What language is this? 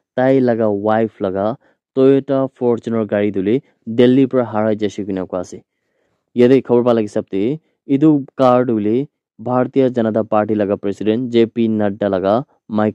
Naga Pidgin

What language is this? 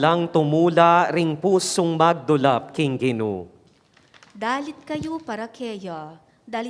Pampanga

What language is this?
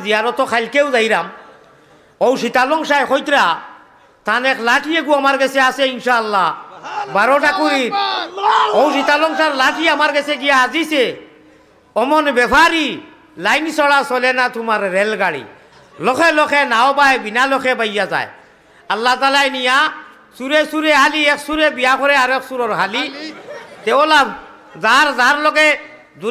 Sylheti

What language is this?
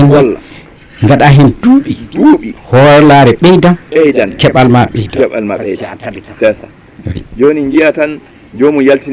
Fula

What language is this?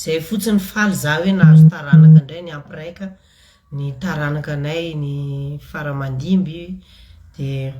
Malagasy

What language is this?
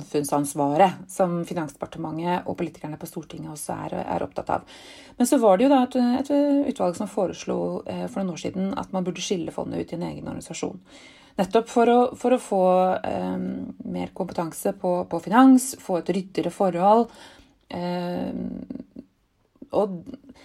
Norwegian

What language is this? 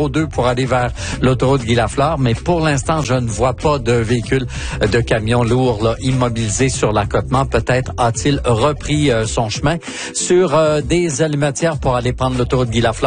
French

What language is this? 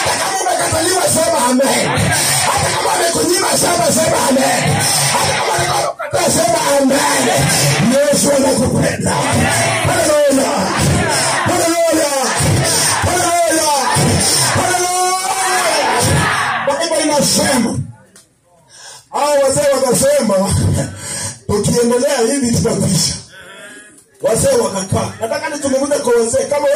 Swahili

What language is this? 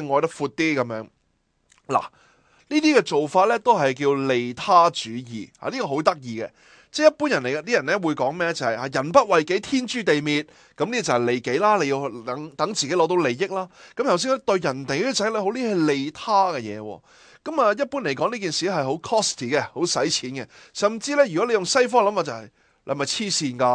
Cantonese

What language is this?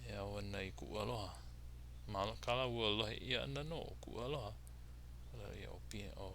Hawaiian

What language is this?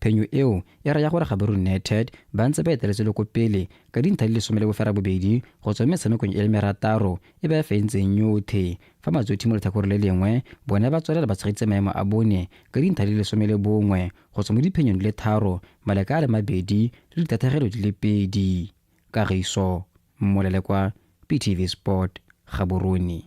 Tswana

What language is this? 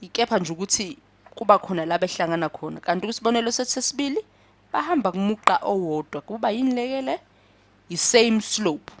Zulu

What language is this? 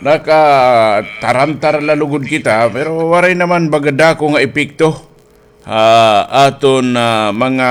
Waray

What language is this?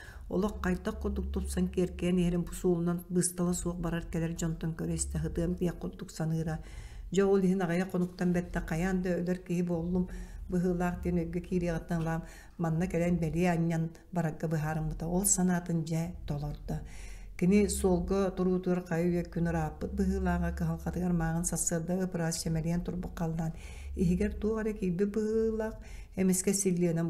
Yakut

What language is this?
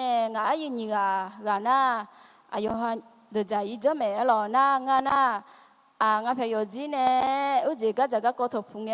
Akha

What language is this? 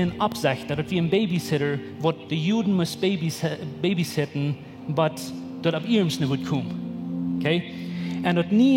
Plautdietsch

